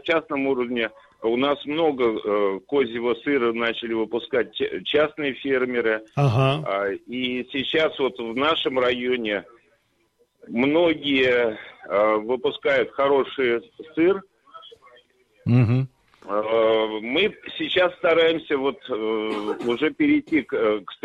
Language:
Russian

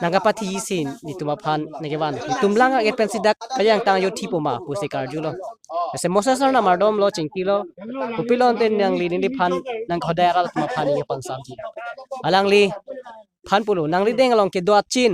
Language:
Karbi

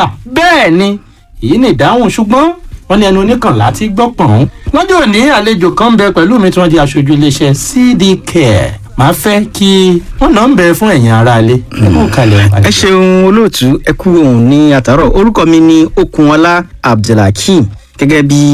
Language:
Yoruba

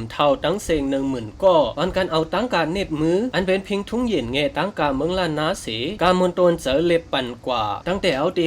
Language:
Shan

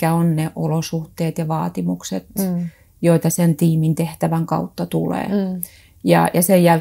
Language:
Finnish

